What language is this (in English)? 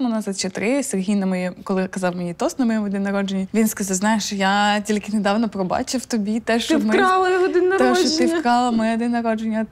Ukrainian